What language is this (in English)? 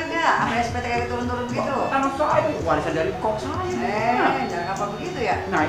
Betawi